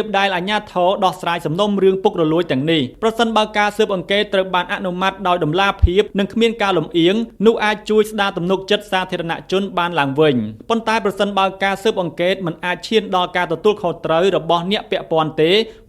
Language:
Khmer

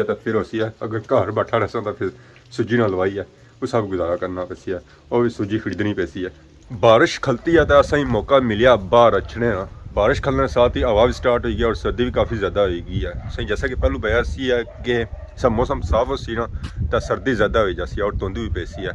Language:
Pahari-Potwari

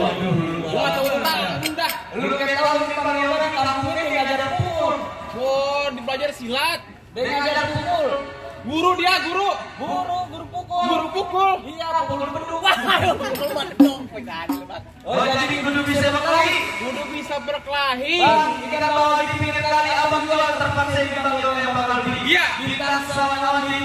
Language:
Betawi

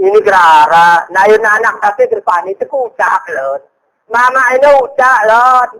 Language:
Gayo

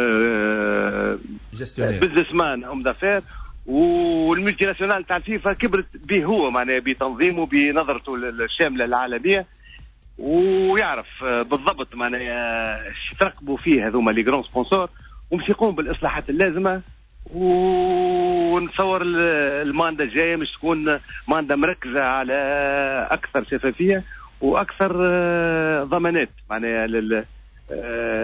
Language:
Tunisian Arabic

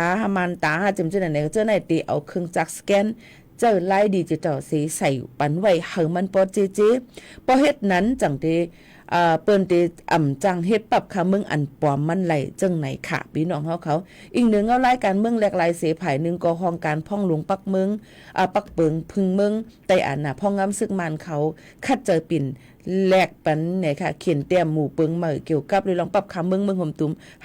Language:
Shan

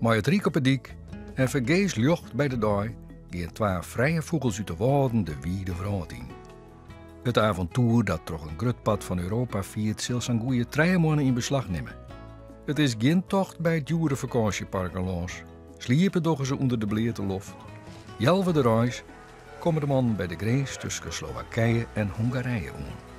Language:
Western Frisian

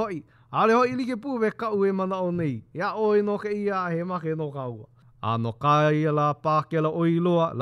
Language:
Hawaiian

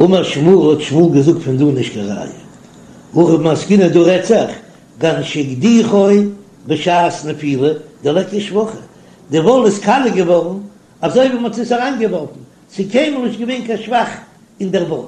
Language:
Yiddish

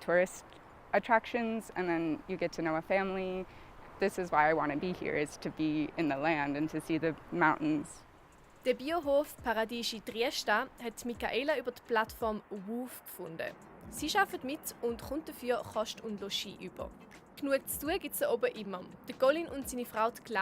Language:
Swiss German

